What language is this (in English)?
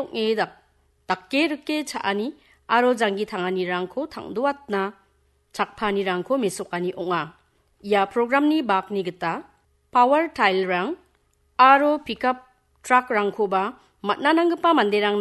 Garo